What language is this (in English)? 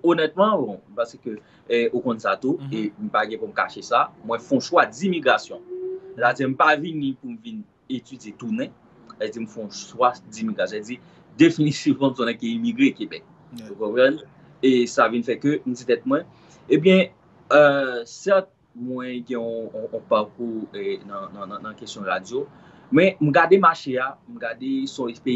Haitian Creole